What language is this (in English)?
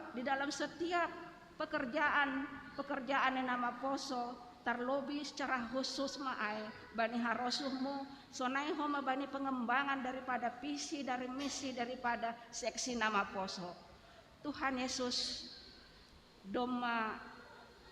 Batak Simalungun